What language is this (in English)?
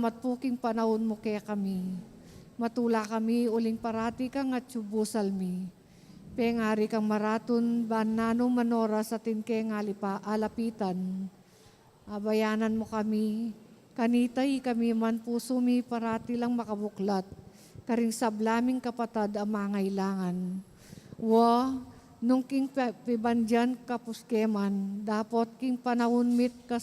Pampanga